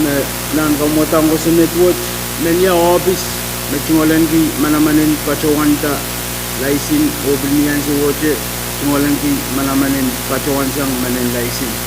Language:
Pohnpeian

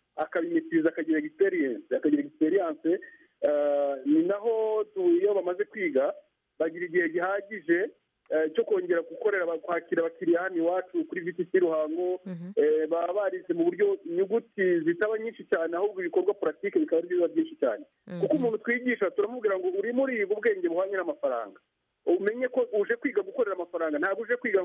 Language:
Kinyarwanda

